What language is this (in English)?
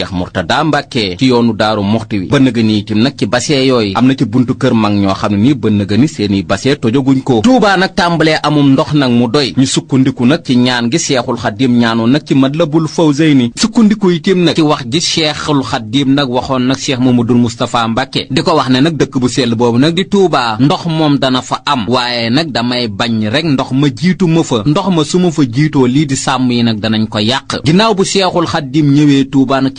Wolof